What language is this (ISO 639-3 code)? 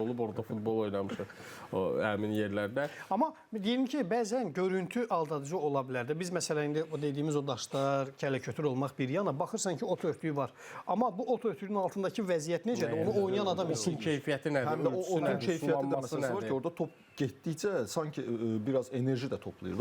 aze